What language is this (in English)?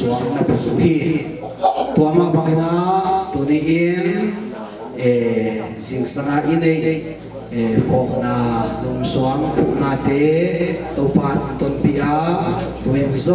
Tedim Chin